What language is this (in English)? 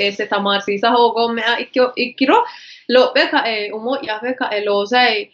Sidamo